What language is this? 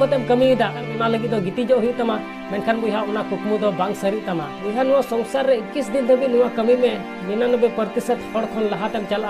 Santali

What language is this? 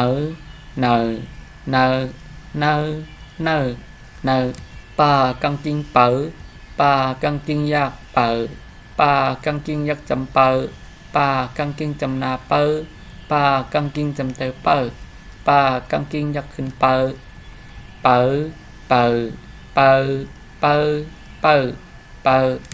Shan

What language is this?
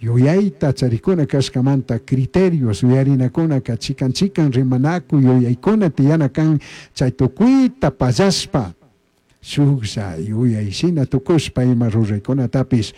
Chimborazo Highland Quichua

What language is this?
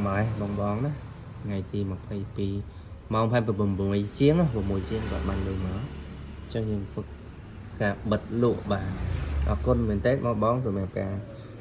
Khmer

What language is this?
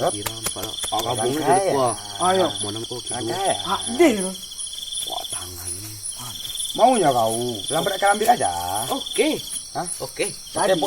Minangkabau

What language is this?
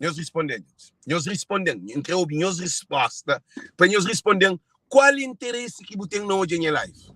Kabuverdianu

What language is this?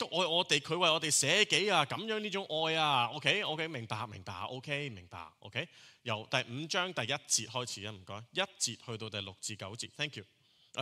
Cantonese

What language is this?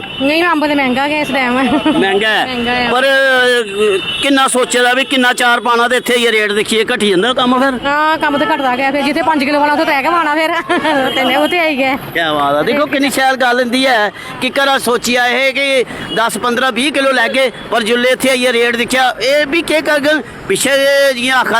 Dogri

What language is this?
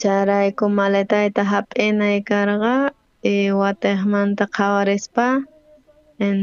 South Bolivian Quechua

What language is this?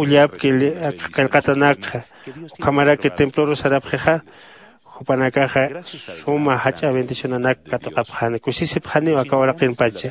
Aymara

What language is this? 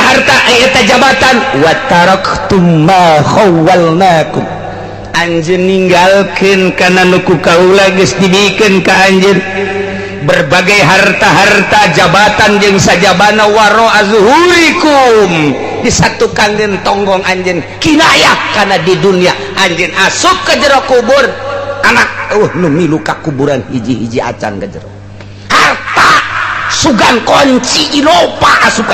Sundanese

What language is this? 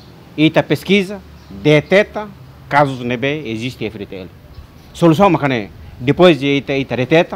Tetum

